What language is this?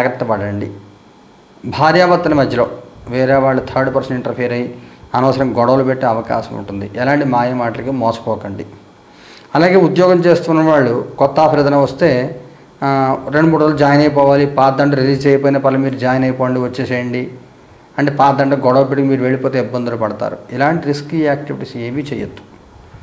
Telugu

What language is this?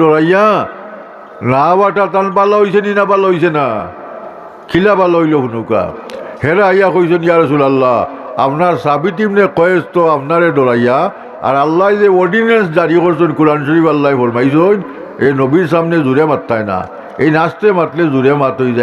Sylheti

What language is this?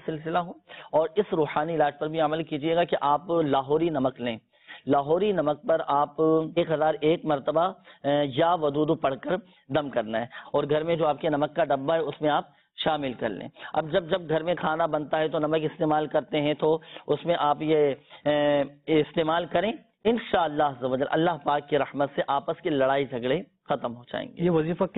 Urdu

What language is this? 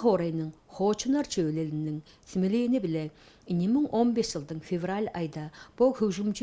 Tuvinian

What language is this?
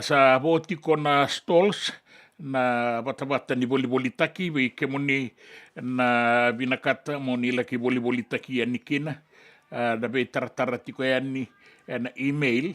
Fijian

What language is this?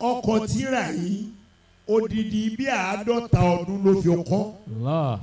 Yoruba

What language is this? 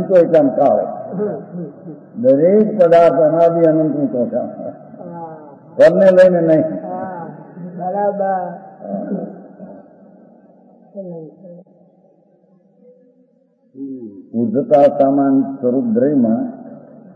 Gujarati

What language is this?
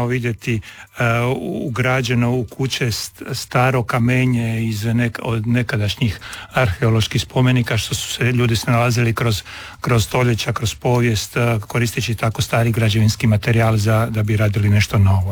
Croatian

